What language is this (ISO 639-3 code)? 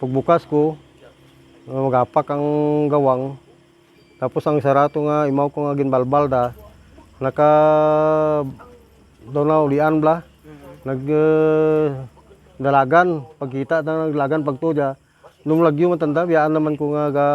krj